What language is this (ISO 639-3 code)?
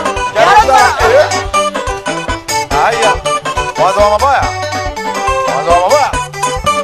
kik